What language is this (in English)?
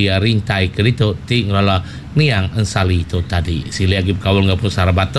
Iban